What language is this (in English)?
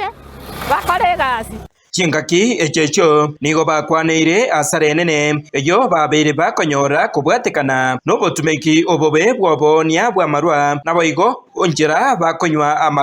Gusii